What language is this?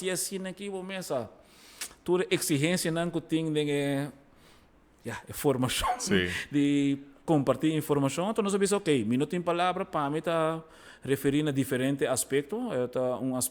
Papiamento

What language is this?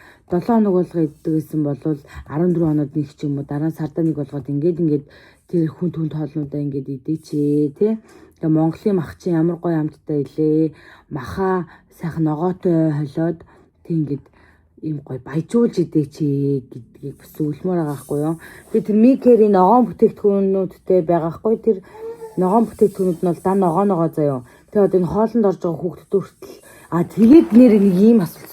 Mongolian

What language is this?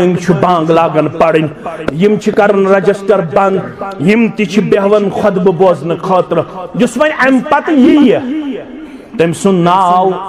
Kashmiri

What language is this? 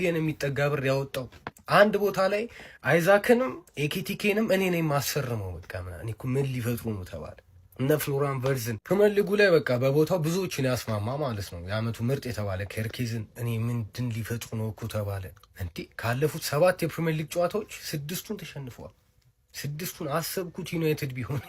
Amharic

